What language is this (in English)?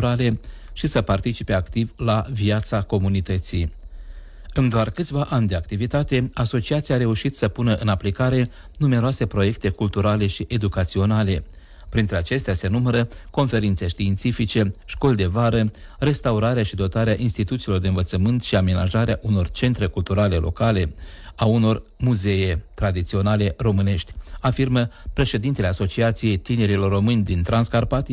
Romanian